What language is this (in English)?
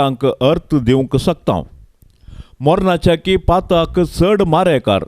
Konkani